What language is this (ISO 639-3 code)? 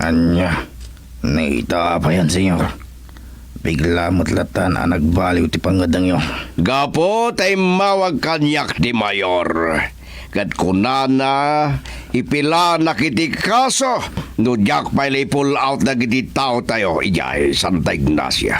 ilo